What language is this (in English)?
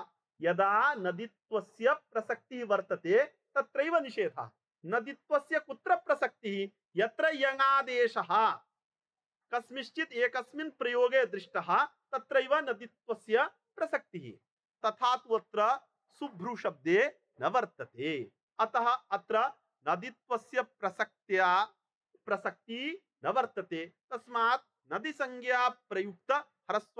Sanskrit